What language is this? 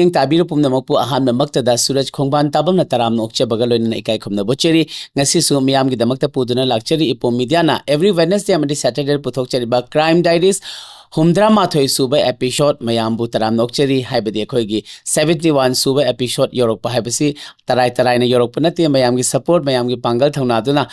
Manipuri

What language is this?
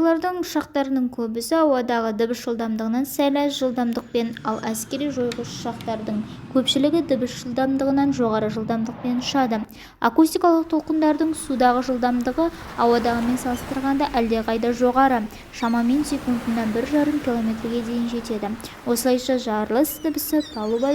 Kazakh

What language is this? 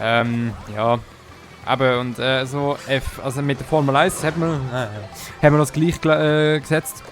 Swiss German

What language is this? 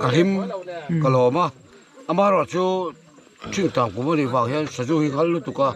Mizo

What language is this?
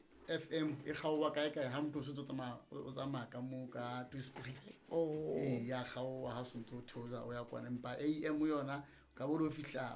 Southern Sotho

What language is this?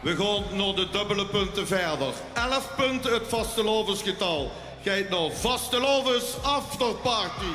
Limburgish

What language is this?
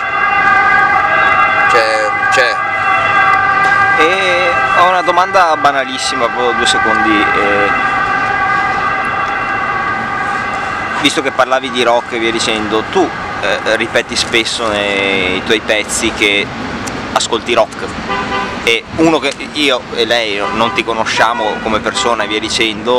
Italian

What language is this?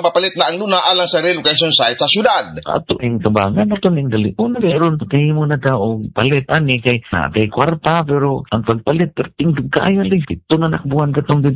Cebuano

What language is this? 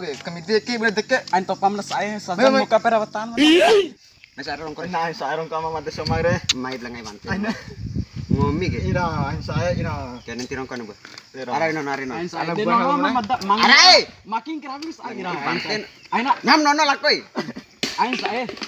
Bima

